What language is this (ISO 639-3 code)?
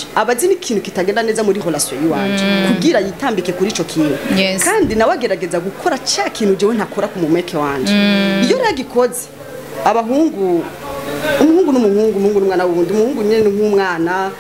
run